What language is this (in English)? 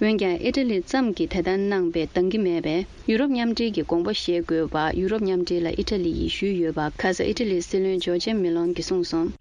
Tibetan